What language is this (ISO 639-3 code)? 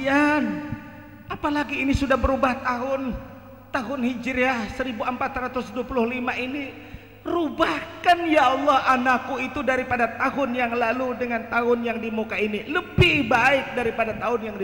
bjn